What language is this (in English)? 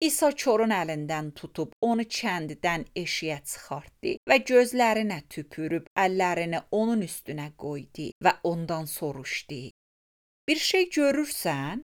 Azerbaijani